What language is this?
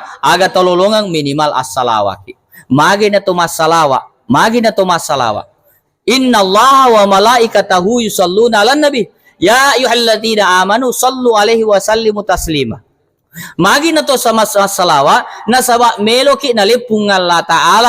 Buginese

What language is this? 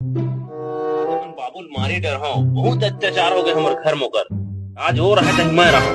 Chhattisgarhi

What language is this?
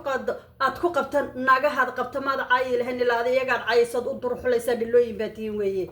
Somali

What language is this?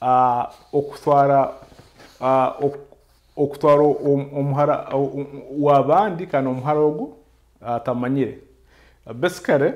Nyoro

